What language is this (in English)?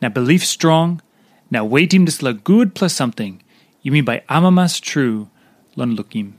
Tok Pisin